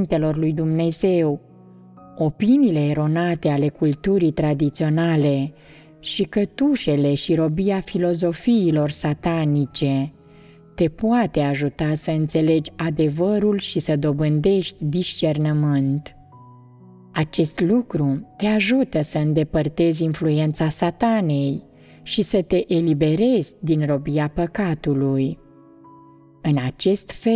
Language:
Romanian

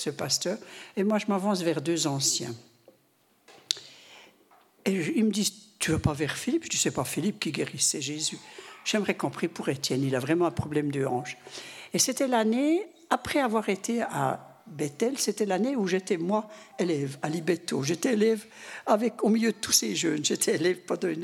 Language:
French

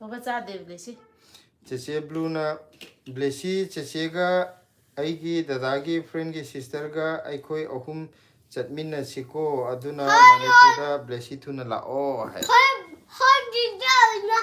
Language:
Manipuri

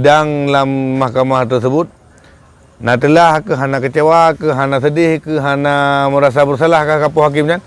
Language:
Achinese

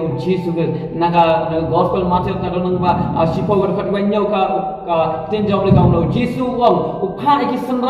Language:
Khasi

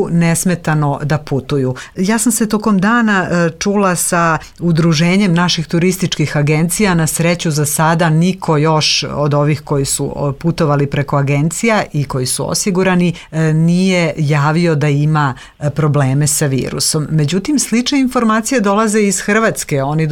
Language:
Serbian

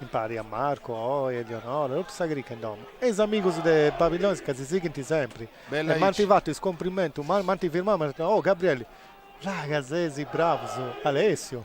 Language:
Sardinian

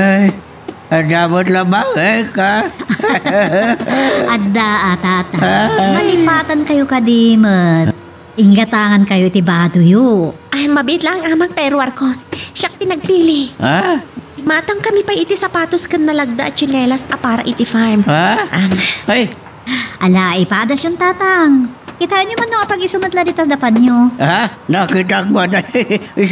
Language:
Iloko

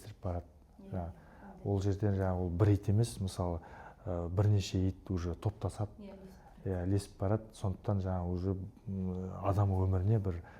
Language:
Kazakh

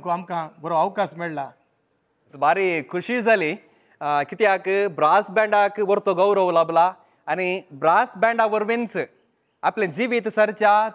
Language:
Konkani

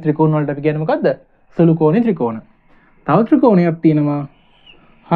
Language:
Sinhala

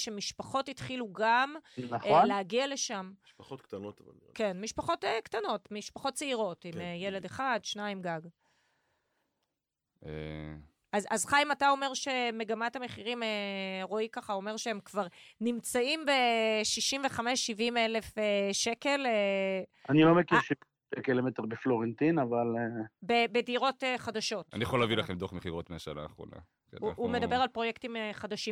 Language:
Hebrew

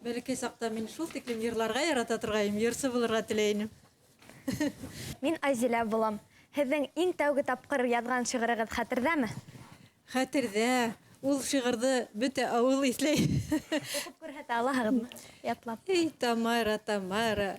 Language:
Bashkir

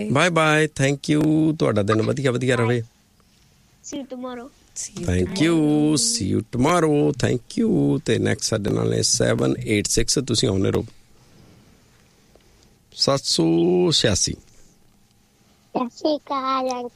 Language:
Punjabi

